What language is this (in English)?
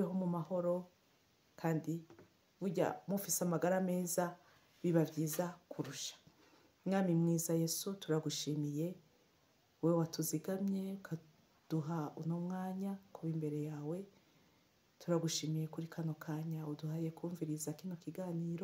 Rundi